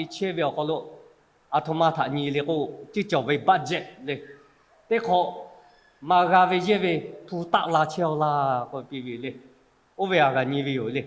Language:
Lahu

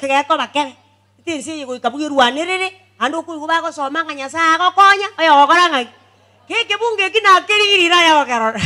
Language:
Gusii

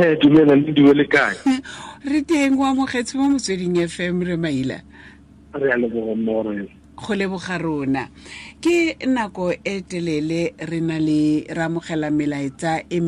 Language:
Tswana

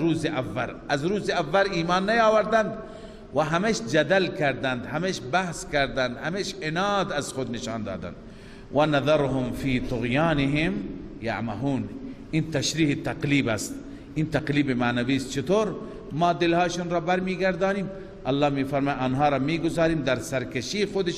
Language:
Persian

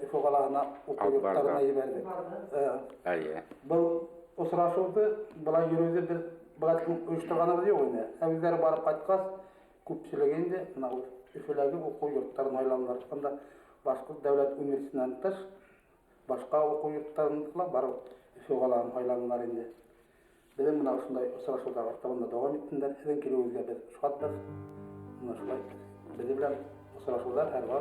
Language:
Bashkir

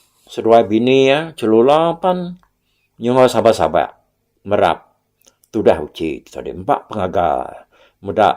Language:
Iban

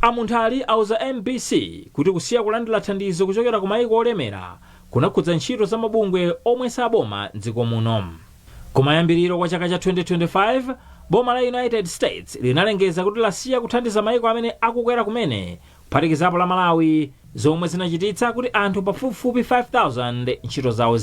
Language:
Nyanja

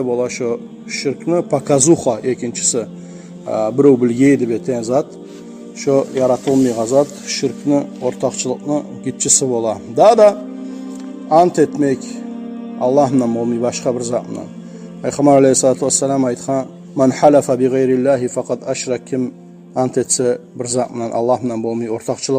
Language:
Kumyk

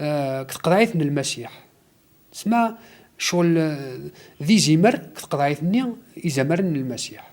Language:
Kabyle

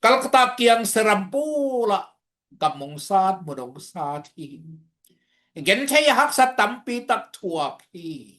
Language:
Tedim Chin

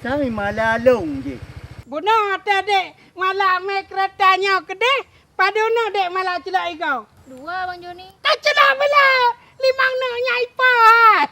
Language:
Achinese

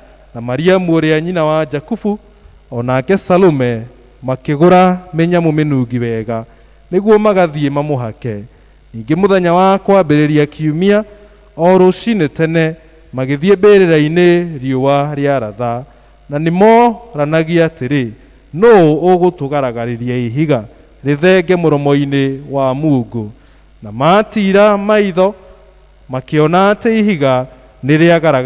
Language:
Kikuyu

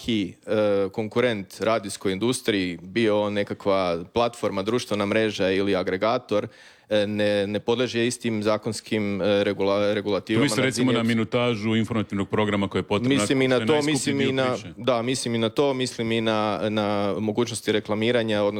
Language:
Croatian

